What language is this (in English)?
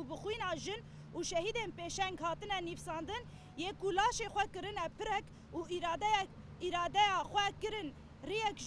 Kurdish